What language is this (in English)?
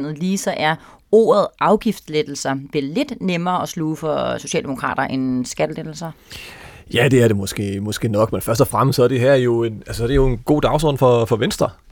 Danish